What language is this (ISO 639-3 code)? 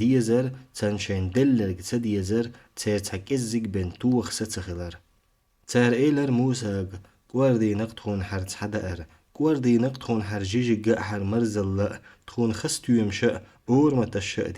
che